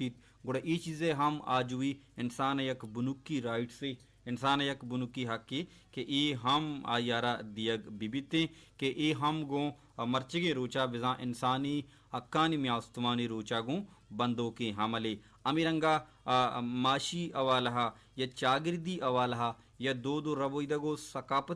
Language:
Baluchi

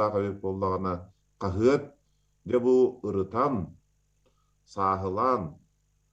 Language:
Yakut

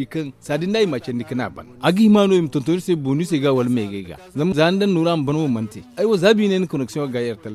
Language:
Zarma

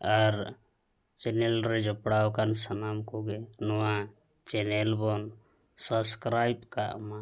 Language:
Santali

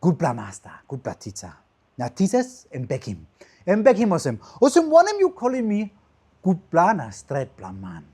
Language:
Tok Pisin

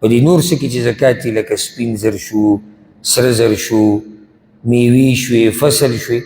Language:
Pashto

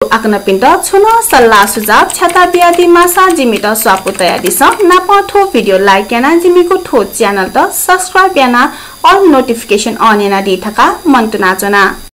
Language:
Newari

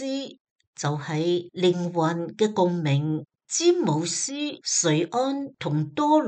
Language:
Cantonese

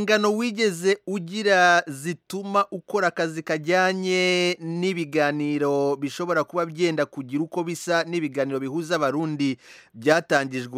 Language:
Kinyarwanda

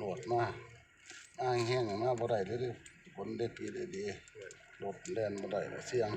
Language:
Northeastern Thai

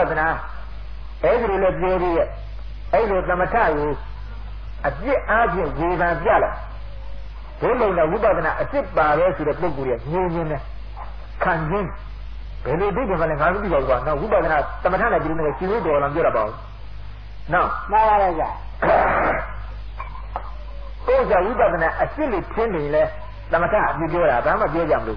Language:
Burmese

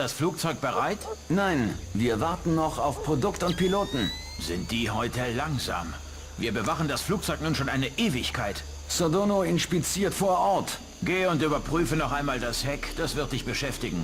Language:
Bavarian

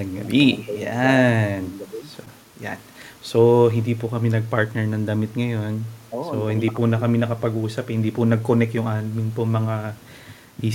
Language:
Filipino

